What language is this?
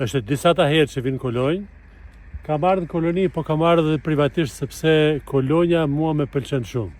Albanian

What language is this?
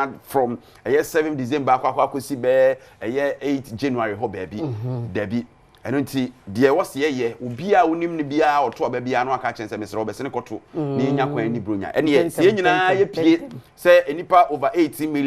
Akan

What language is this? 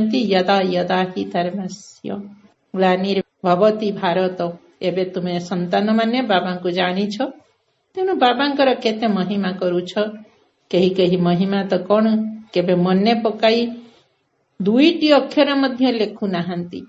Odia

